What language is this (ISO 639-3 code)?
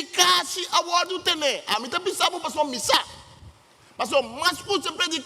pap